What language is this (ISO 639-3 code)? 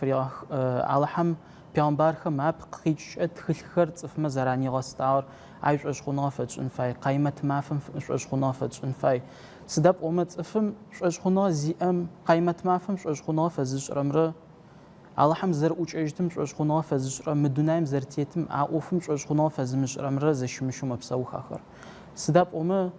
ady